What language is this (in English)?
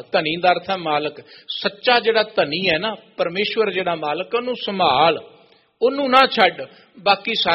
Punjabi